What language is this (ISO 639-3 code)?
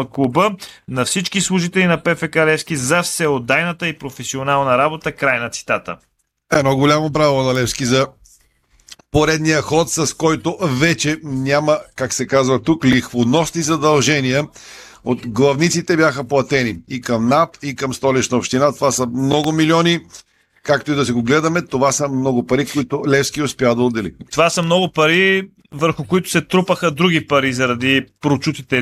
bul